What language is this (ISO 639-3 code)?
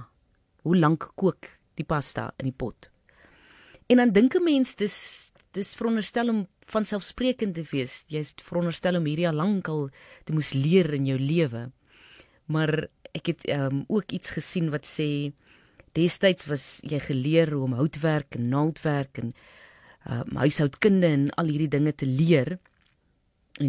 afr